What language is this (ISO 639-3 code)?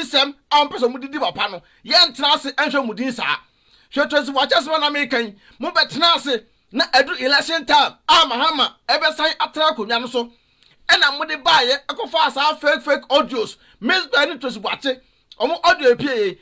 aka